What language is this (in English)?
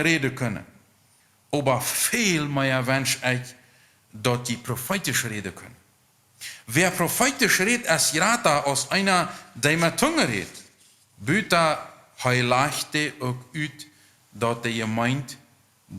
Plautdietsch